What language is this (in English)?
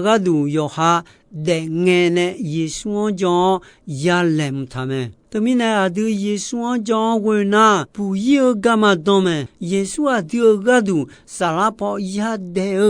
Akha